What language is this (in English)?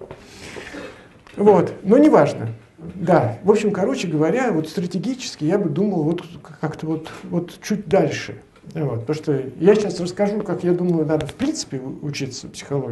Russian